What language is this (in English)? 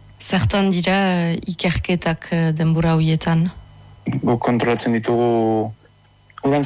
Basque